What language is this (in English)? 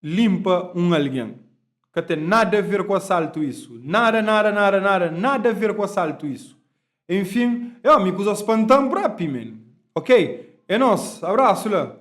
Kabuverdianu